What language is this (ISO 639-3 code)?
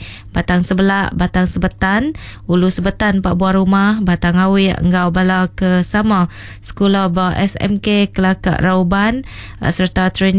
iba